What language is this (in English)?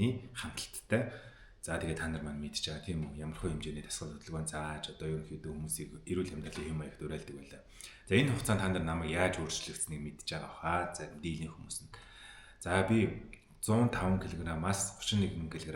Mongolian